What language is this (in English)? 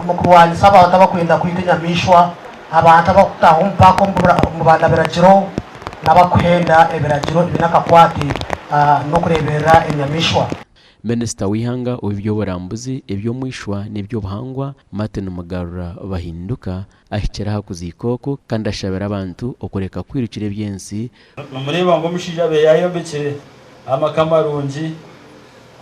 Nyankole